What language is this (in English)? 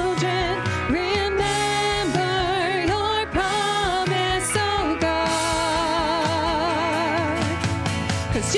English